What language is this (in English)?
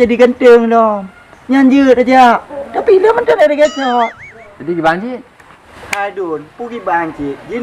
Achinese